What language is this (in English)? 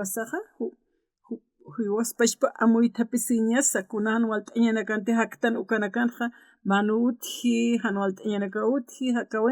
Aymara